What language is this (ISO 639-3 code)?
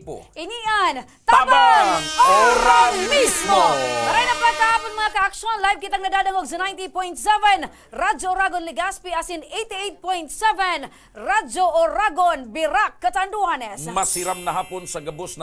bik